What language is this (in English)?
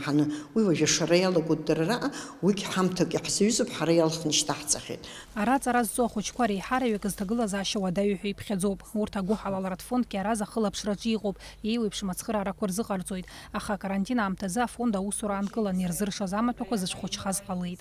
Abkhazian